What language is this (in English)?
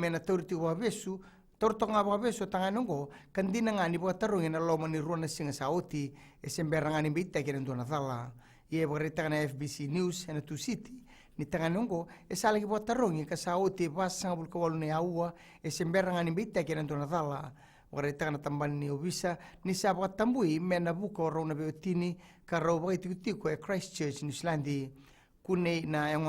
Fijian